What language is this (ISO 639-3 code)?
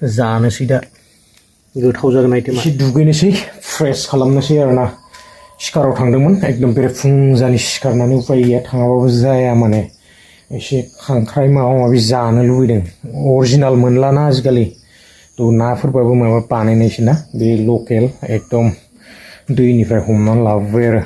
brx